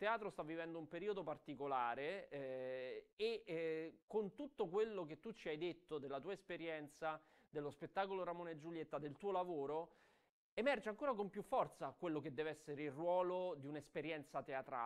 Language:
Italian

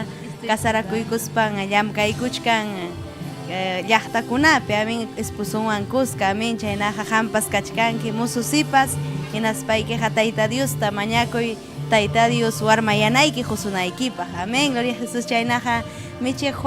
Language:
Ayacucho Quechua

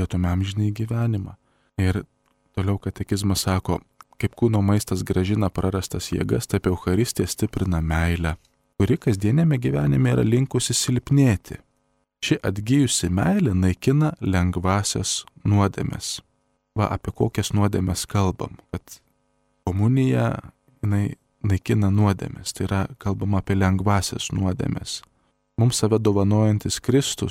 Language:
Lithuanian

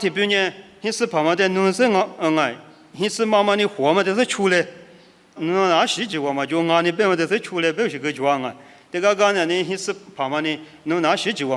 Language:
Lisu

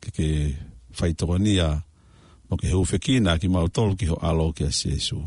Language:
Tongan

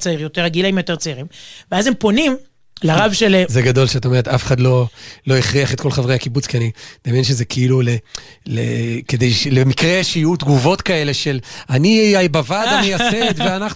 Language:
Hebrew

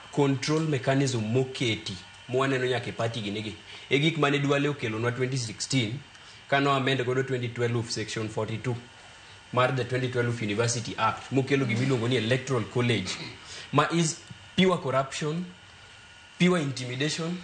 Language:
Luo (Kenya and Tanzania)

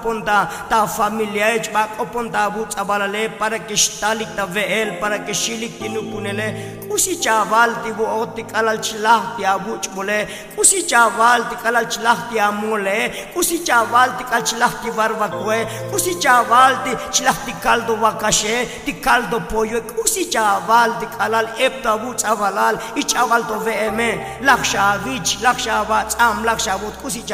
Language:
Tzotzil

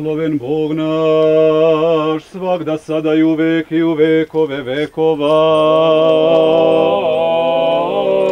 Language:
Serbian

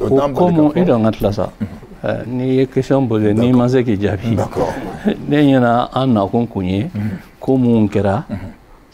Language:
Bambara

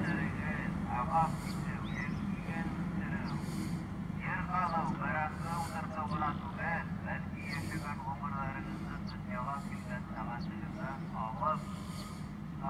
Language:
Bashkir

